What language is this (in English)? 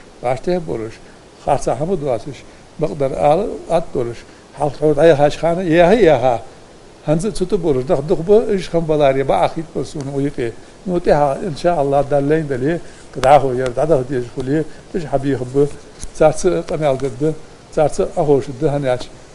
Ingush